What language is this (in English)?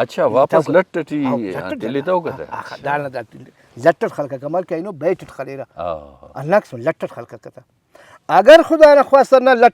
Brahui